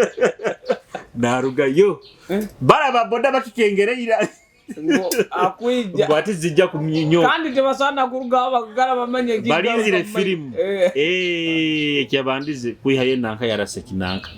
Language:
Nyoro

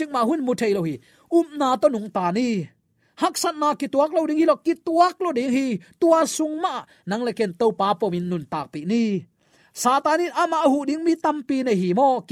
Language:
Tedim Chin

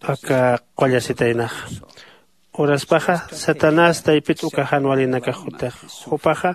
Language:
Aymara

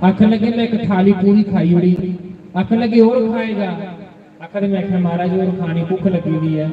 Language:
Dogri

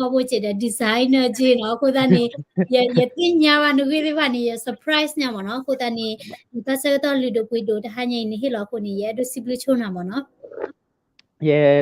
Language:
S'gaw Karen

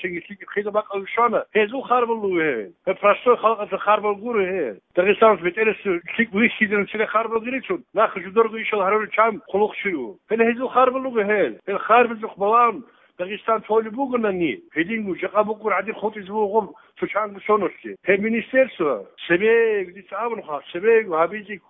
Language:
Avaric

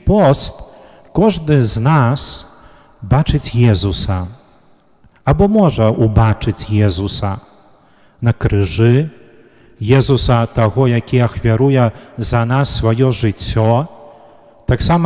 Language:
Belarusian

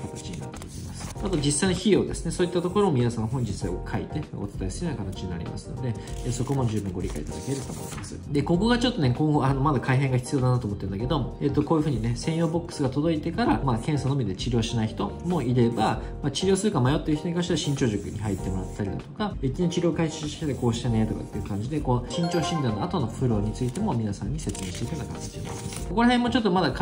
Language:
Japanese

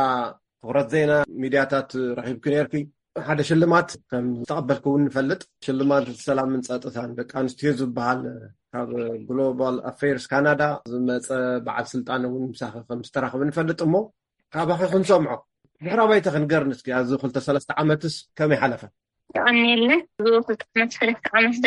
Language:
Tigrinya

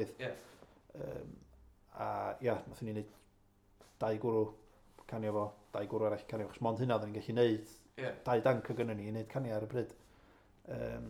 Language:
Welsh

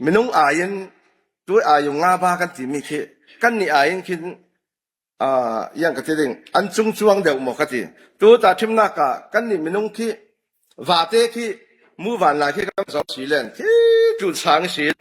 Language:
Falam Chin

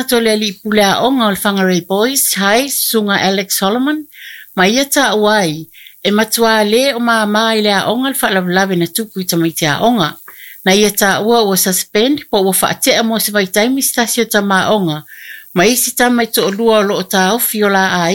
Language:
Samoan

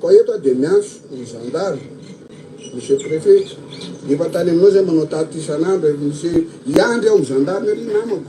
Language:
Malagasy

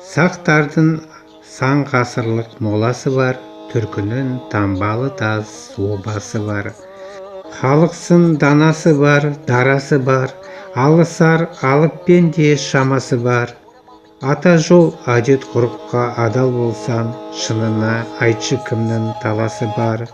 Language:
Kazakh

